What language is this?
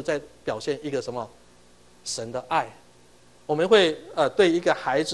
Chinese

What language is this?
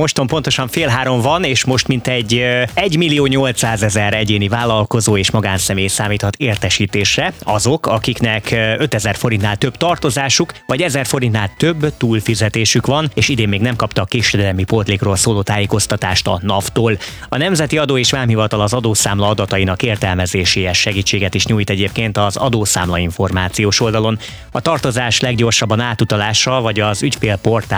Hungarian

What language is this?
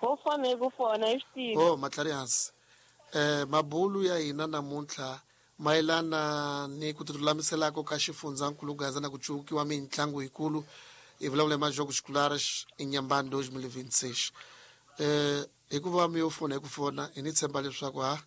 Tsonga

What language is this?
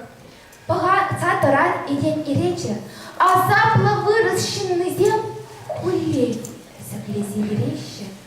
Chuvash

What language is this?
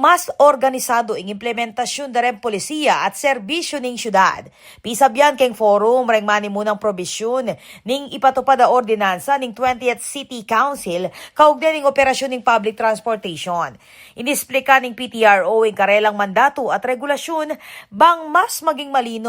Pampanga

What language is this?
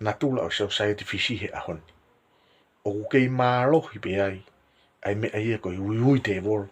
Tongan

